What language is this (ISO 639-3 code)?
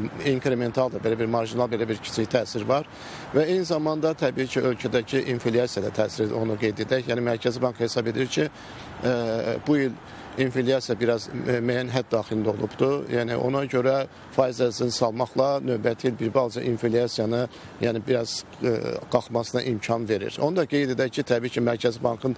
aze